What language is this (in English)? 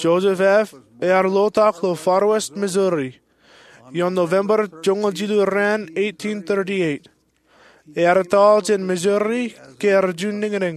Marshallese